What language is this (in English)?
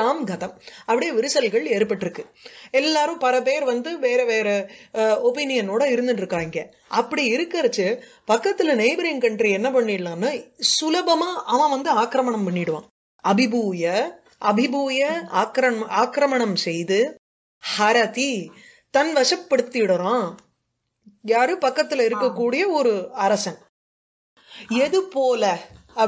Tamil